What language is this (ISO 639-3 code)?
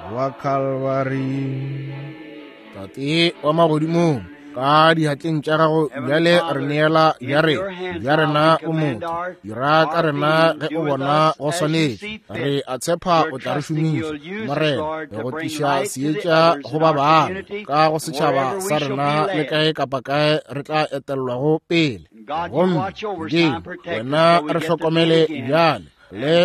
nso